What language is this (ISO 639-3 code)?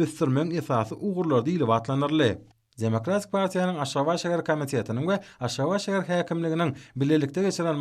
tuk